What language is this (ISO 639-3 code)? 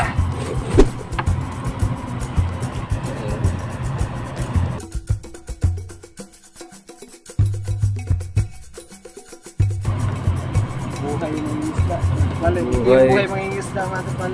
fil